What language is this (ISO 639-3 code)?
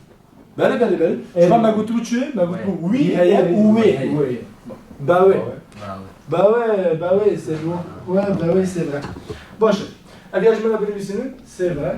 kur